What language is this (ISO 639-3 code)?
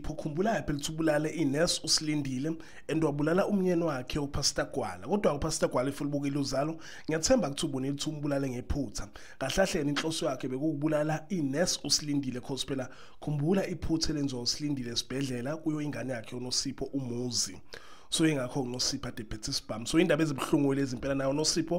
zul